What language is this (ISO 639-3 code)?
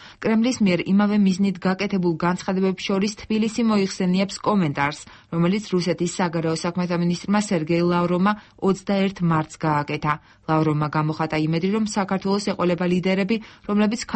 kat